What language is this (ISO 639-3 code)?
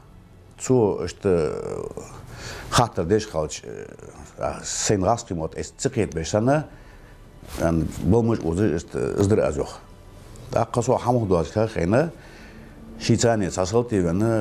inh